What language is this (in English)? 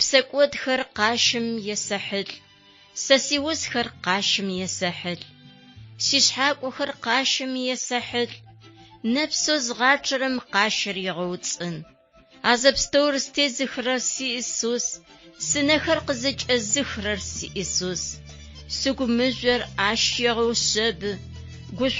Adyghe